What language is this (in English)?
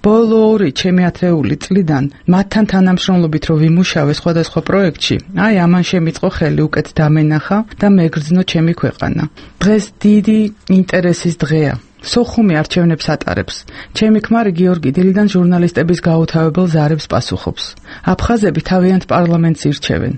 Georgian